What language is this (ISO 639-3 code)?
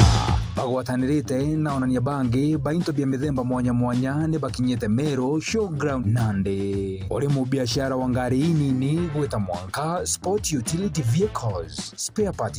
mer